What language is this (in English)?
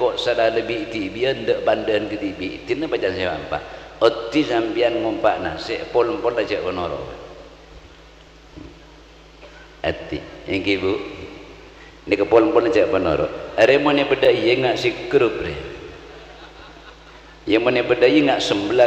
Madurese